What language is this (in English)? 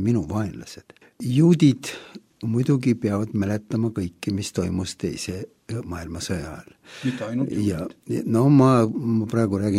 Estonian